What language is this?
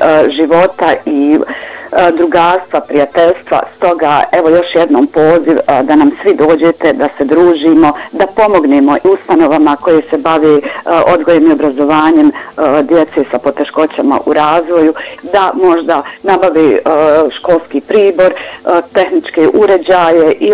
Bosnian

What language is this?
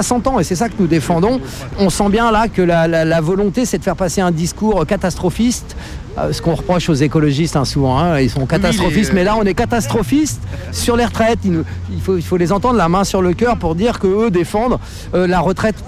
French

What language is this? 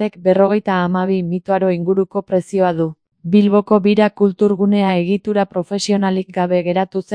Basque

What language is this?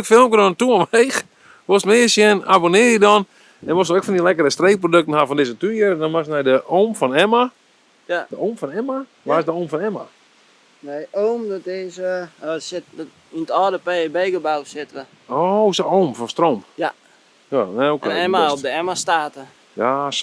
Western Frisian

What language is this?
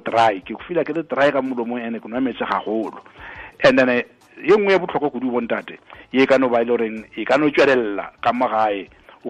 Tswana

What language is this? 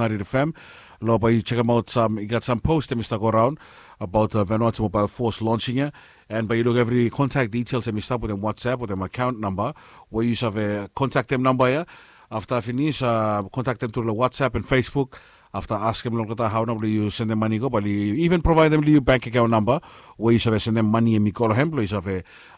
Bislama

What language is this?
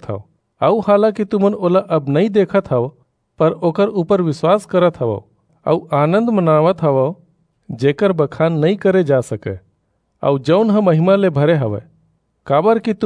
Chhattisgarhi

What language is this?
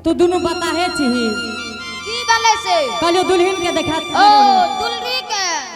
Angika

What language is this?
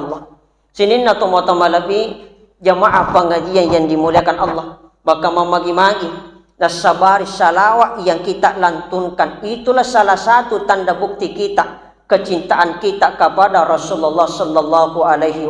Buginese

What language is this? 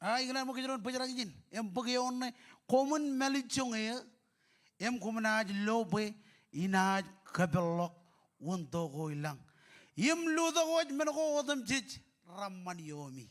Marshallese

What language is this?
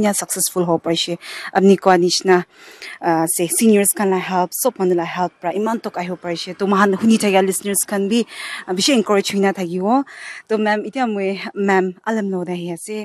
Naga Pidgin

